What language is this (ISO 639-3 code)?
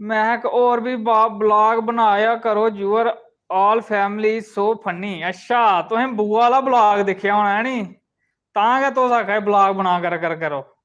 doi